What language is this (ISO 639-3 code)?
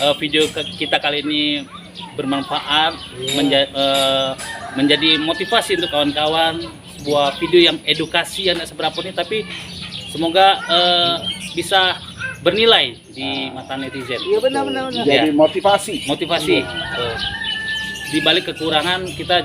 mui